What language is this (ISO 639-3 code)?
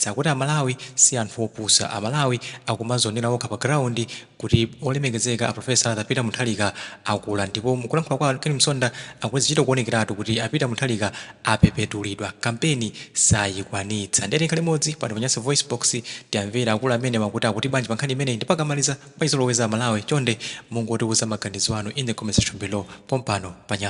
nya